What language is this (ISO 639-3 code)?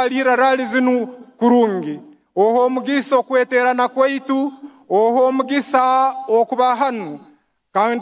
nyn